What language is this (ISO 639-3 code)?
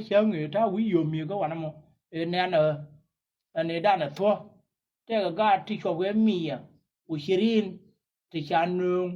nus